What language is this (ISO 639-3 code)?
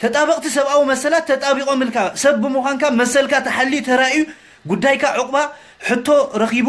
tir